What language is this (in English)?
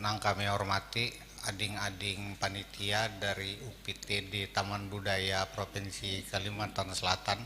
Banjar